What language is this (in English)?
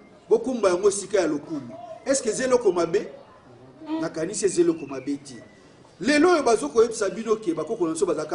Lingala